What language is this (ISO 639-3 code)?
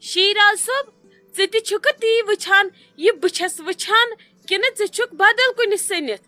kas